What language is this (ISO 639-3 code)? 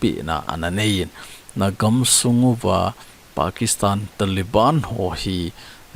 tcz